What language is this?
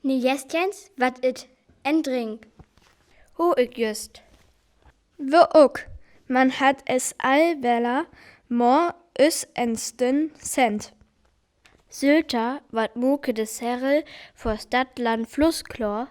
Northern Frisian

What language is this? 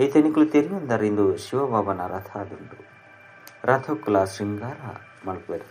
Tulu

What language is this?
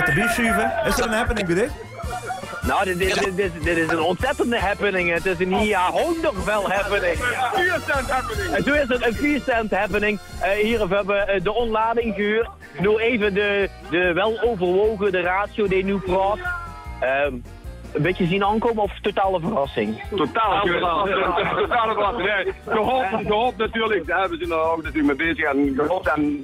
Limburgish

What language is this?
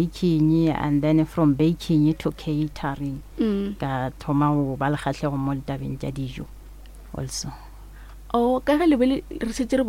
Northern Sotho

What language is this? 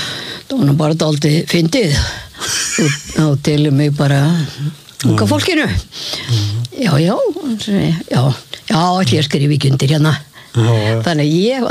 Icelandic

